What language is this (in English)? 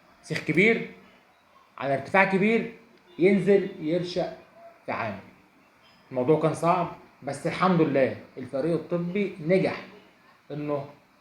Egyptian Arabic